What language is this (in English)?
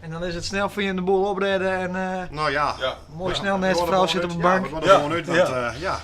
Western Frisian